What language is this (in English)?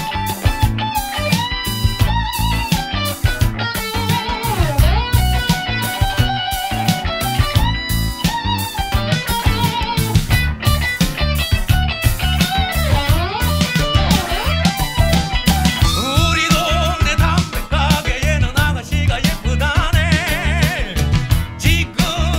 Korean